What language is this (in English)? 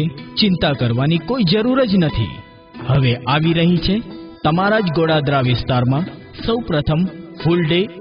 Gujarati